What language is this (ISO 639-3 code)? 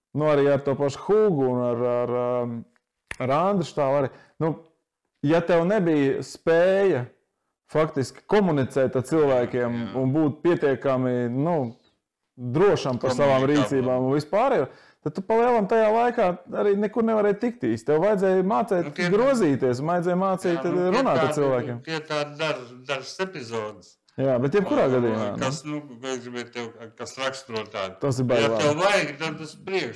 lav